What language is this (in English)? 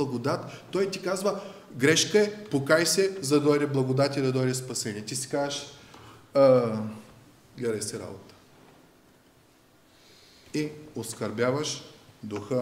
Bulgarian